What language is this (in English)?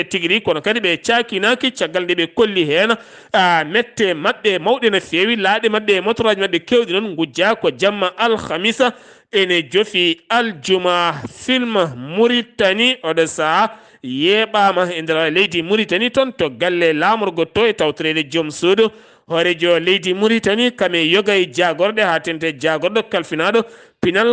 Fula